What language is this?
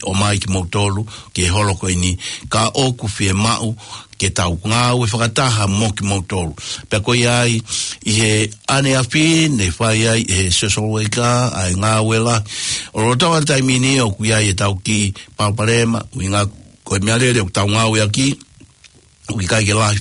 Tongan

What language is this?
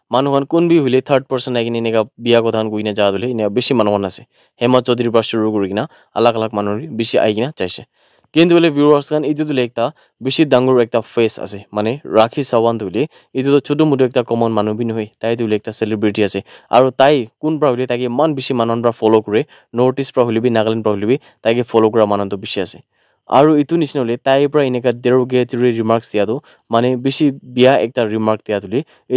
Naga Pidgin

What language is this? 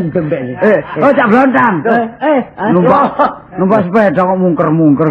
Javanese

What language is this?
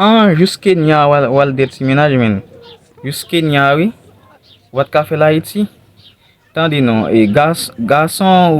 Haitian Creole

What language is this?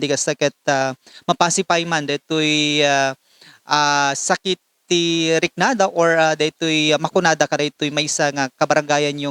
Iloko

